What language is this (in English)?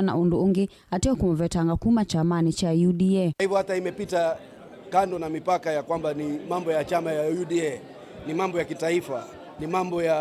Kamba